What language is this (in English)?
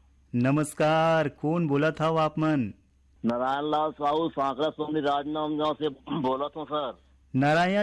Chhattisgarhi